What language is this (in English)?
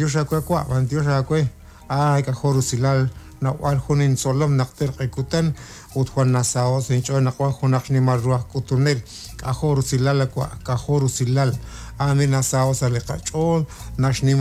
Kekchí